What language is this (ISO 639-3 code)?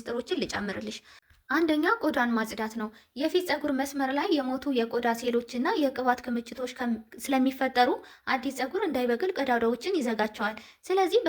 amh